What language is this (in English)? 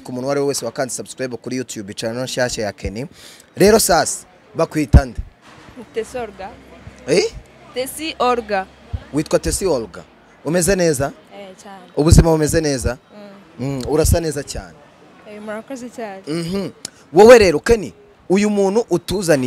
Kinyarwanda